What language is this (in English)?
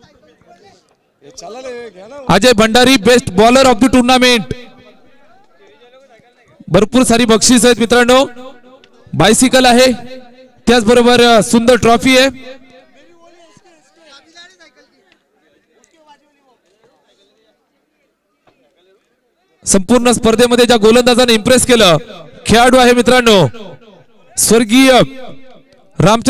Marathi